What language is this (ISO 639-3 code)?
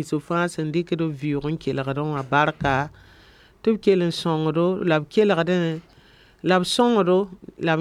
mos